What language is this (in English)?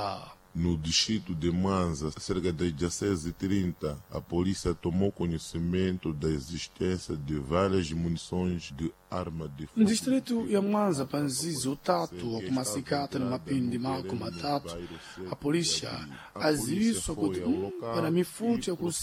Sena